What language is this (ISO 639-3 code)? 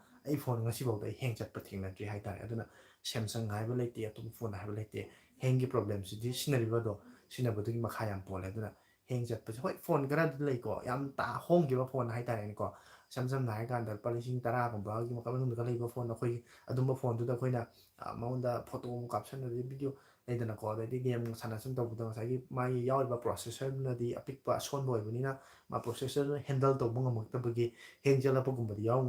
mni